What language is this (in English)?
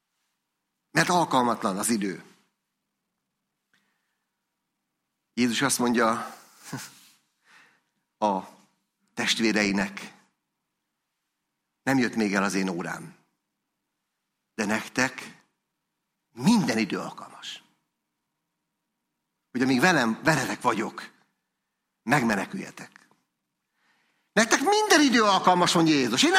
Hungarian